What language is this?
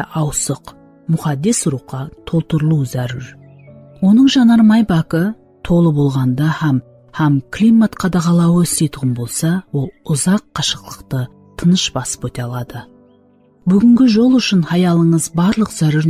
Kara-Kalpak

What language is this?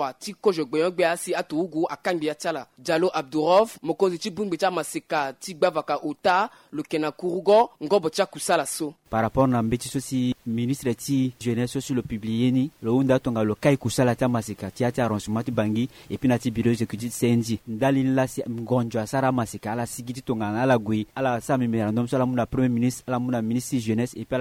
Sango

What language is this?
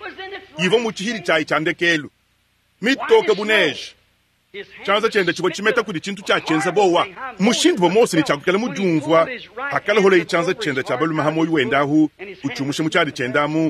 Luba-Lulua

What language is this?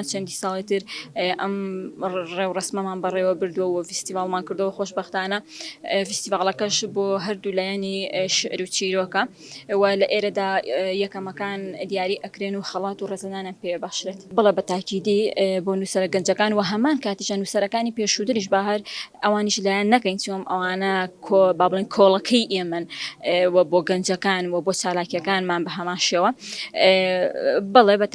Central Kurdish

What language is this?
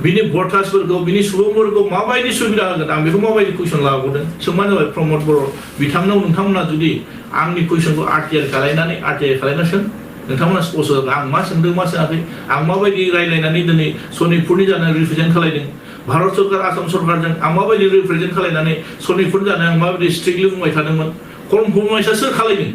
Bodo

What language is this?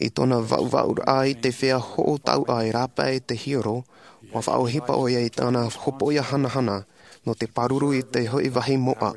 Tahitian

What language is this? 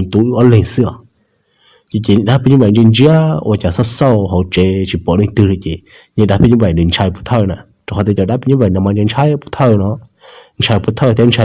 Hmong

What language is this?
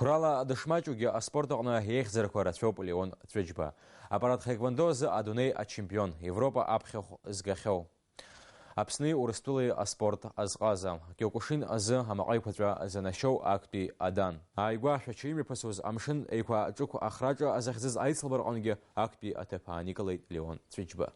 Abkhazian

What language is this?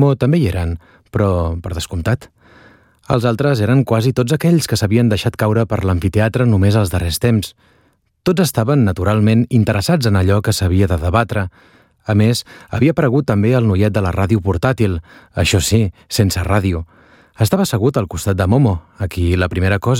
Catalan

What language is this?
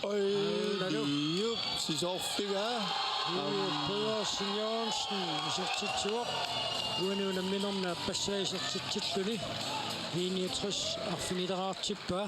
Kalaallisut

